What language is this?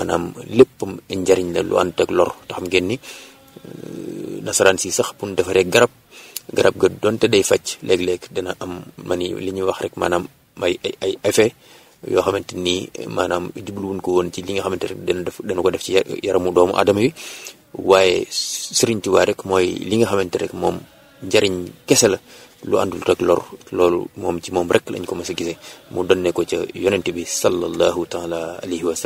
Wolof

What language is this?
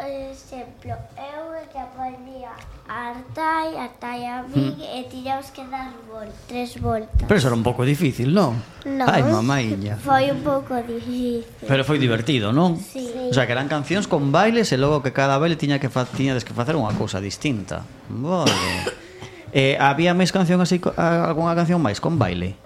Galician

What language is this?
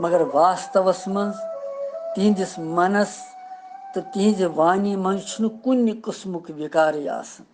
Kashmiri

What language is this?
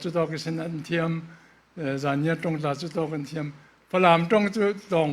Falam Chin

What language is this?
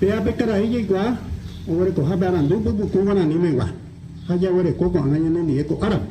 Guarani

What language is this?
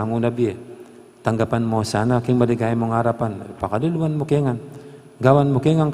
Pampanga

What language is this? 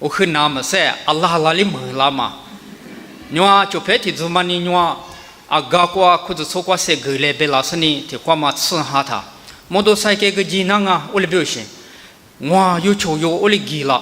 Lisu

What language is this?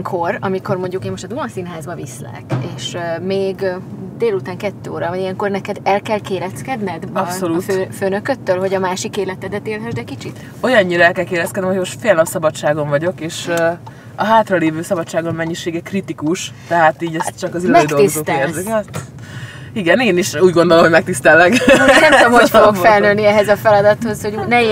Hungarian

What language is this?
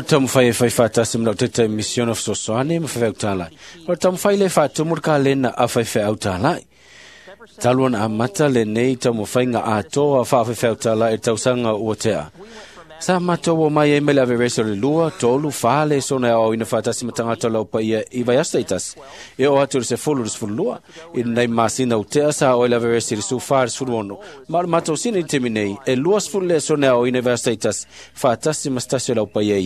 Samoan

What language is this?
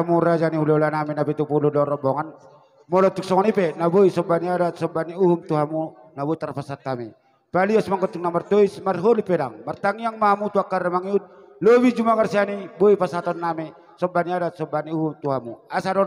Batak Toba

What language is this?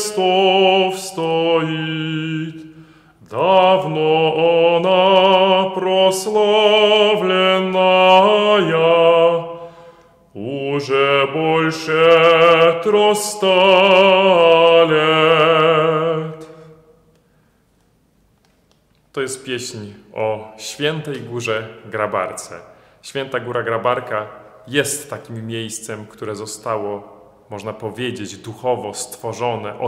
Polish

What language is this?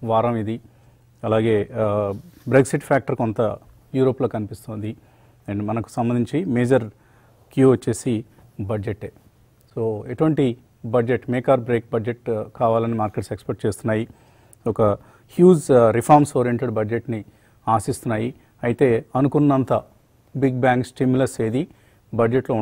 Telugu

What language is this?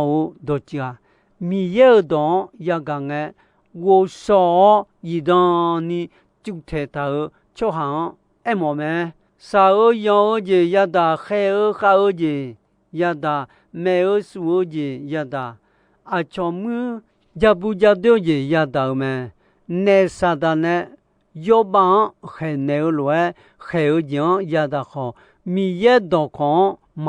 Akha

